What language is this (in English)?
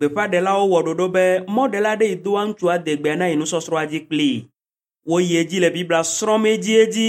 Ewe